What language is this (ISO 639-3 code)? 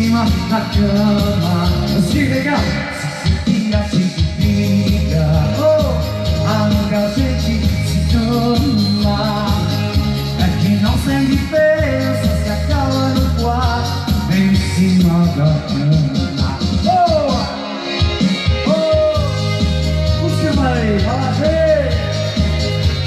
por